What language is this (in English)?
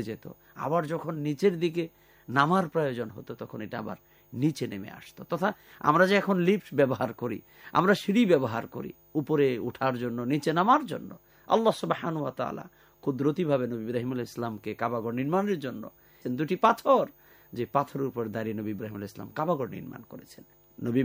Bangla